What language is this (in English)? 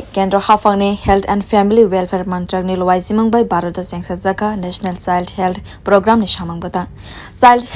Kok Borok